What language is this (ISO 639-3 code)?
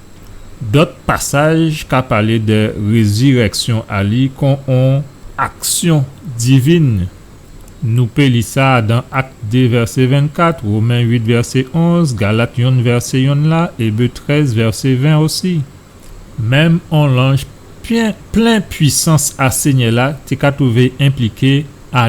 gcf